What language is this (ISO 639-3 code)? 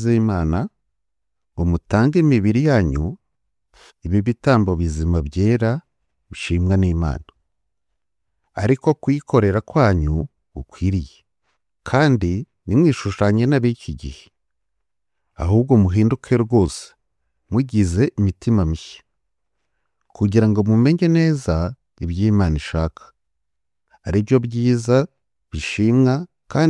kin